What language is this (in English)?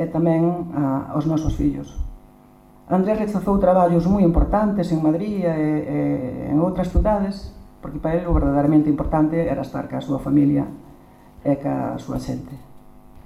Galician